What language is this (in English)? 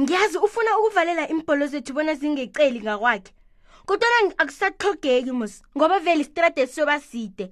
South Ndebele